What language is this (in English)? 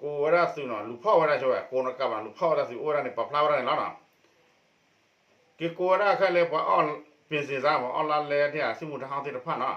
S'gaw Karen